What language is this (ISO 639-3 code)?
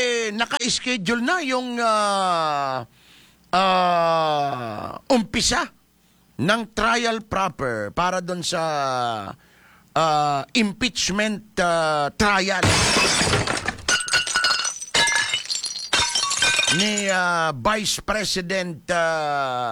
fil